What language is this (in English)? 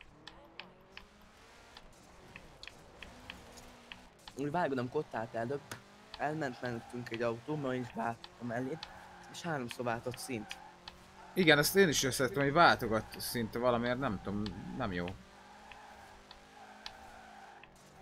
Hungarian